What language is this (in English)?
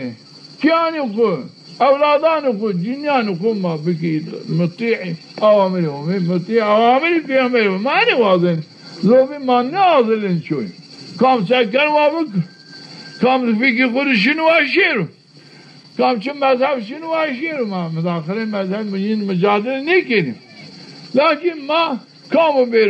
Zaza